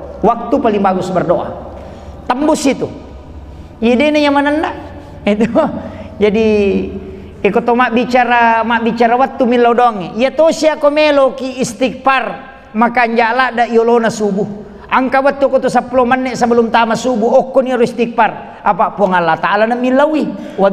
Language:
Buginese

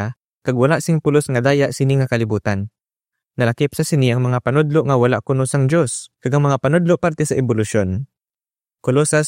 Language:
Hiligaynon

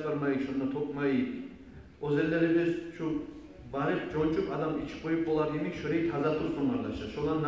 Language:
Kumyk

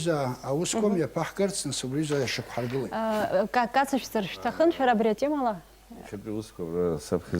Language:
Abkhazian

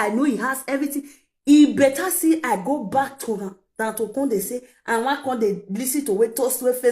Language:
Nigerian Pidgin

